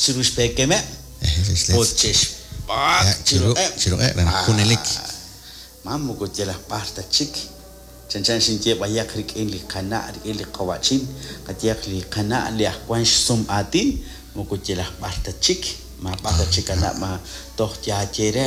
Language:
Kekchí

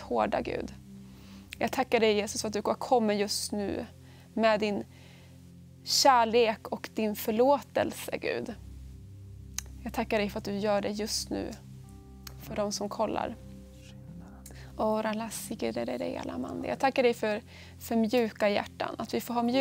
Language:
Swedish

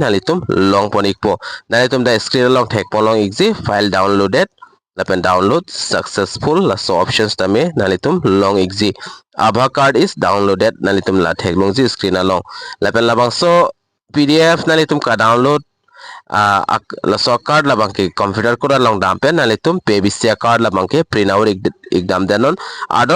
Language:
Karbi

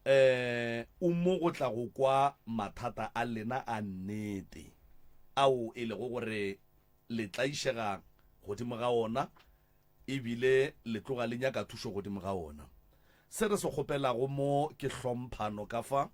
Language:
Northern Sotho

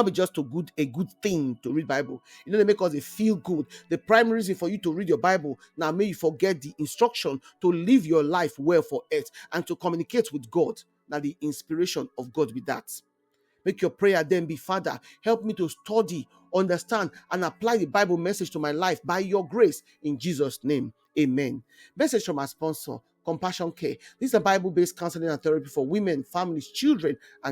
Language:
Nigerian Pidgin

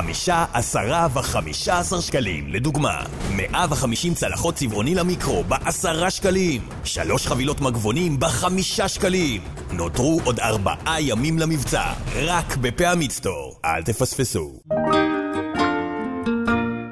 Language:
Hebrew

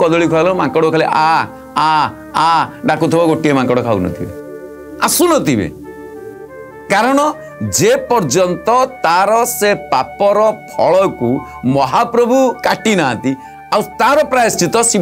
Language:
Odia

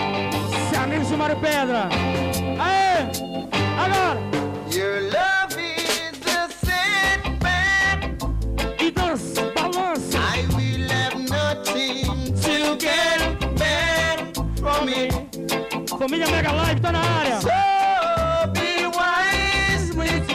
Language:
Portuguese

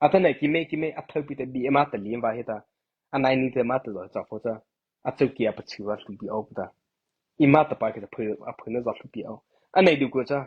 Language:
Mara Chin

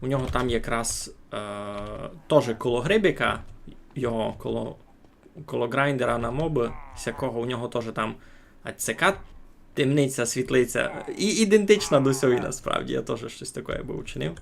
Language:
Rusyn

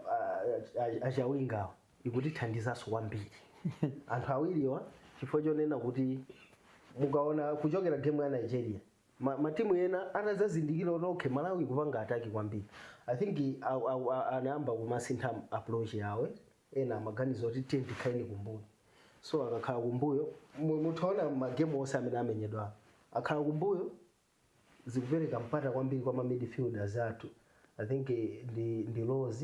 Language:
Nyanja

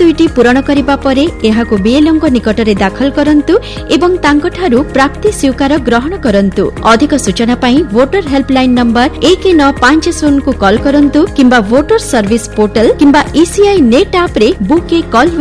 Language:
Odia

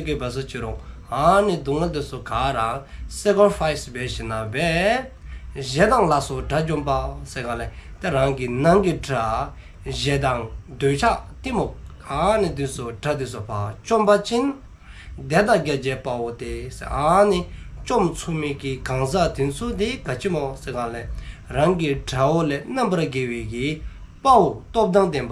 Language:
Dzongkha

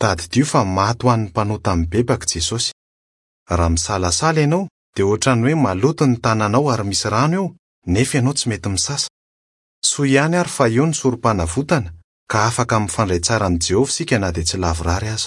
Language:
Malagasy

